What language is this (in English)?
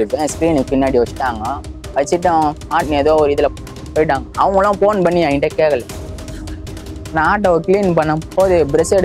Tamil